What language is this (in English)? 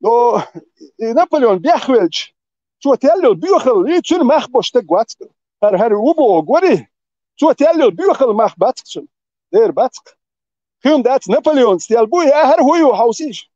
Chechen